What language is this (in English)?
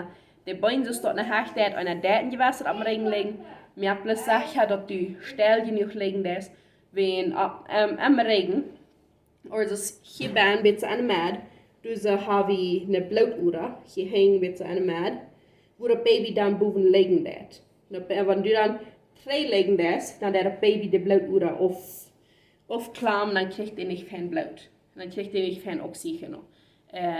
Plautdietsch